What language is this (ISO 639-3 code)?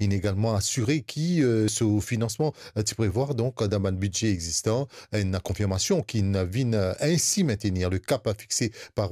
mfe